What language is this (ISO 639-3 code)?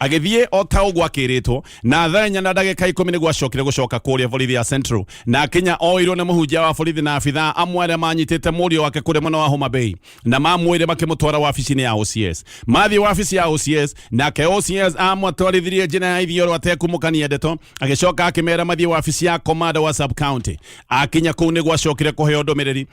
kik